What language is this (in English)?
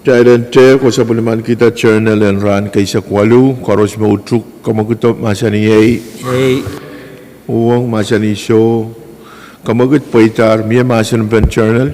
Pohnpeian